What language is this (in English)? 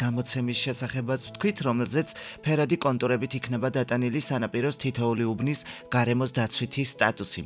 Georgian